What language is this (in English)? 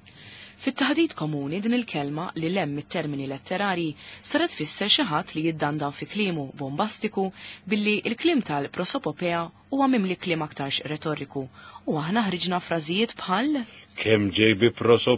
Maltese